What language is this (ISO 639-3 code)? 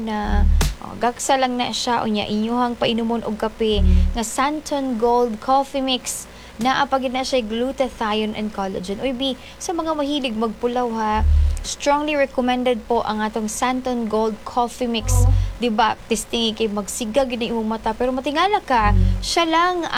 ceb